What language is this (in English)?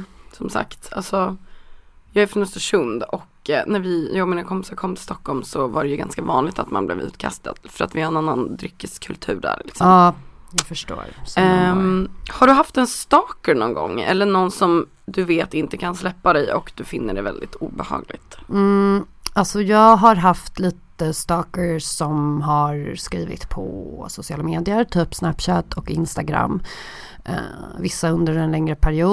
Swedish